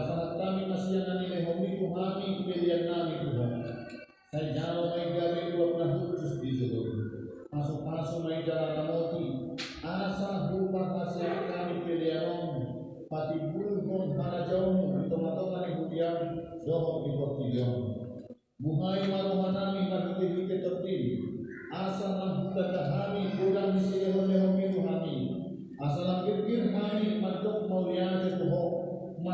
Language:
Batak Toba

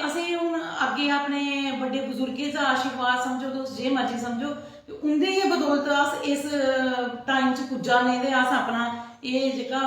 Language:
Dogri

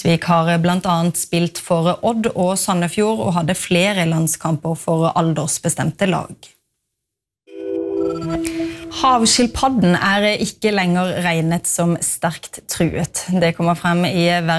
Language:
Norwegian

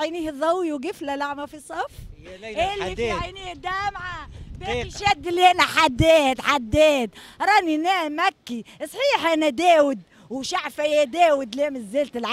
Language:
Tunisian Arabic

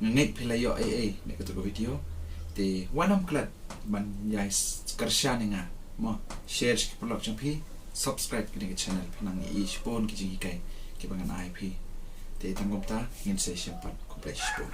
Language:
Khasi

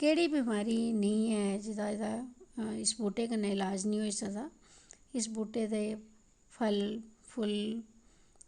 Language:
Dogri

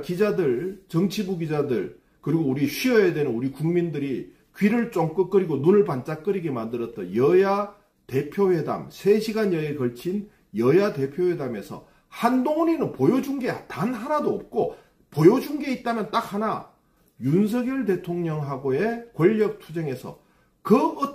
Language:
Korean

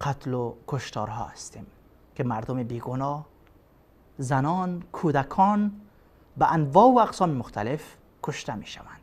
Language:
Persian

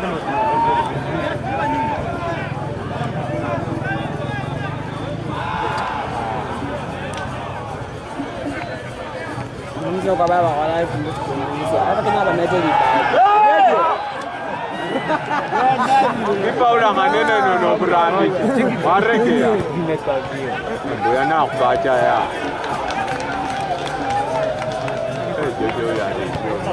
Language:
Swahili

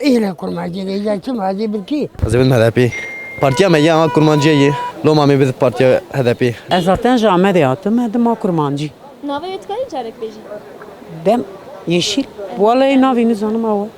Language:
Kurdish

